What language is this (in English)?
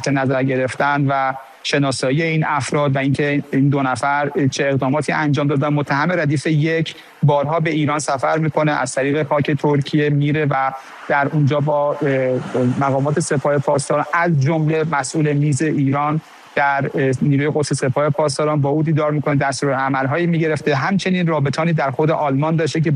Persian